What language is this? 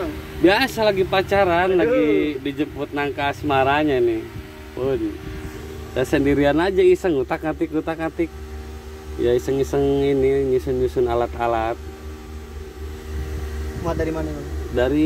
Indonesian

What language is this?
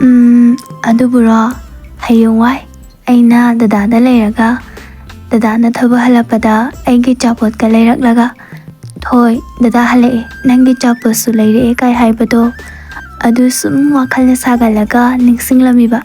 Manipuri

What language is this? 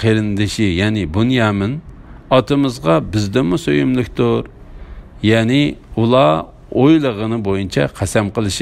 Uyghur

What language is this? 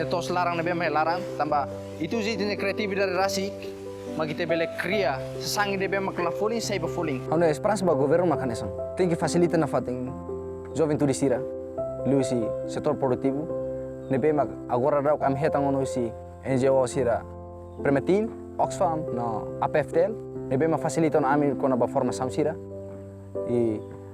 Tetum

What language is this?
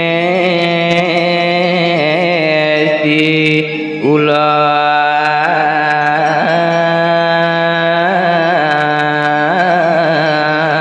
Balinese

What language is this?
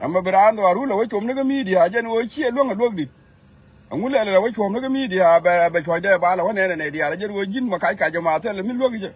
Nuer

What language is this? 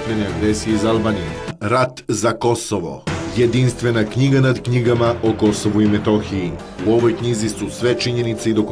Serbian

